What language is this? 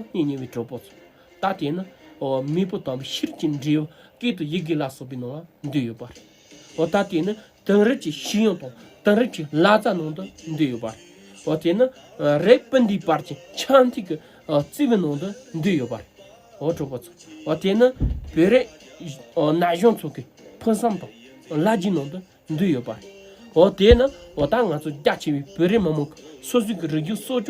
Tibetan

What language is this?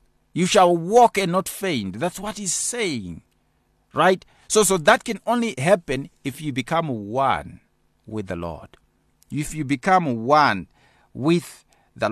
English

